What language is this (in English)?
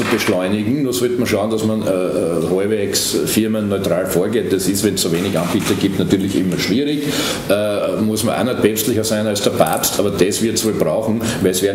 German